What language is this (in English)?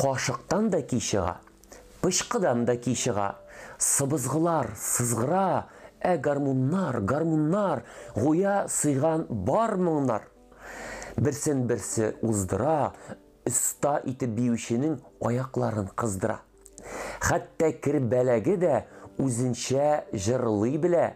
Tatar